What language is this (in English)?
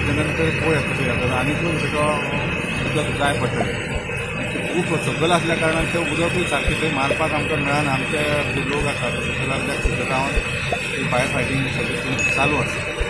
Konkani